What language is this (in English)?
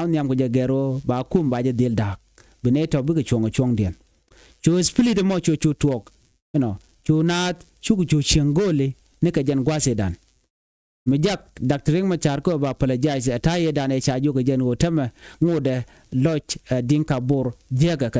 Nuer